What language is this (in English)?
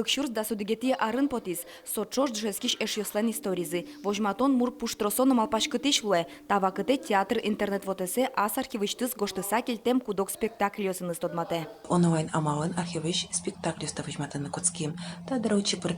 Udmurt